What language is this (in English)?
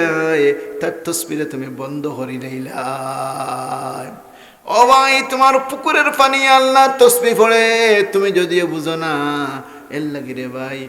Sylheti